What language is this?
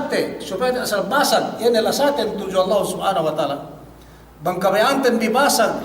Yakan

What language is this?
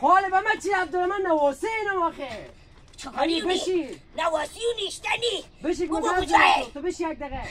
Hazaragi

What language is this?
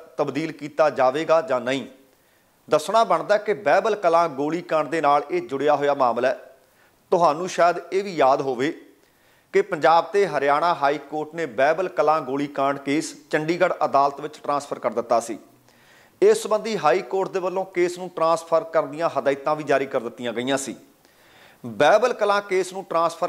Punjabi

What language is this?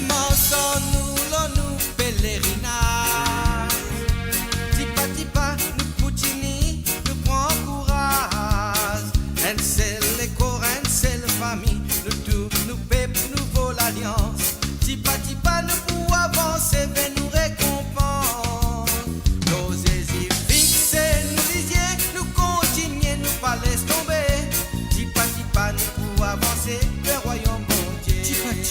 Morisyen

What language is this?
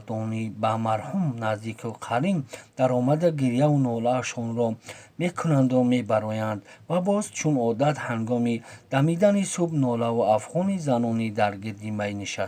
Tajik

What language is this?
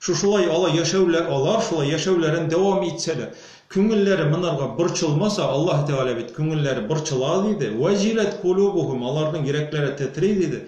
Tatar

